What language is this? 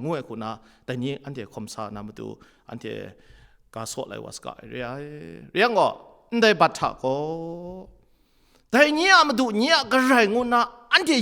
Kachin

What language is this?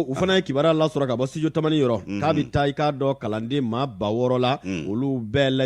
Bambara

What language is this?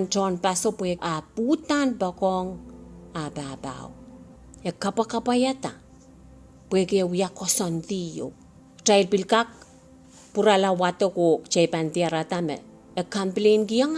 Pohnpeian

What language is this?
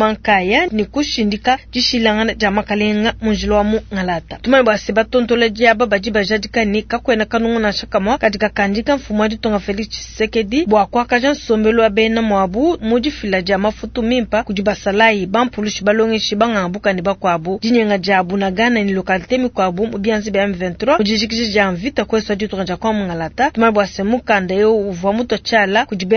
Luba-Lulua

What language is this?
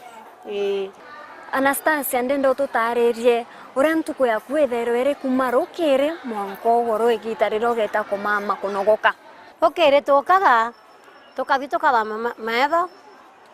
Meru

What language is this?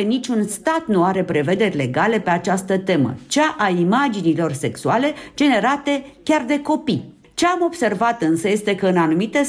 Romanian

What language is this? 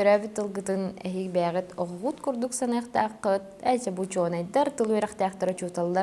Yakut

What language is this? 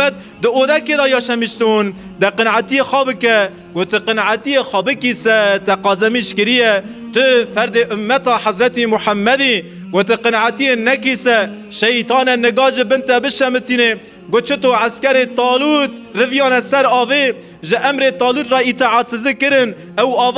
Kurdish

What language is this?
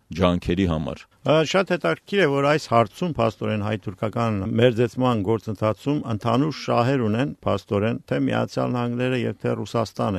Armenian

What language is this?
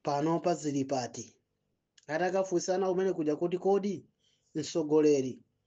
Nyanja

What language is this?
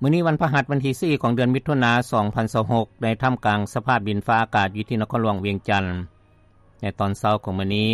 Lao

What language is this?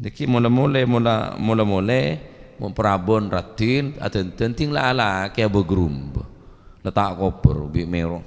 Madurese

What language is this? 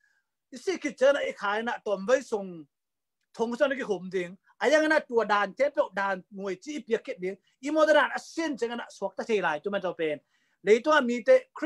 Tedim Chin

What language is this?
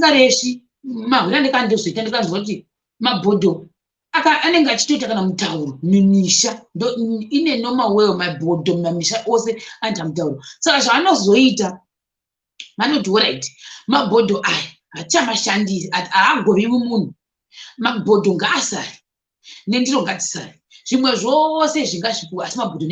Shona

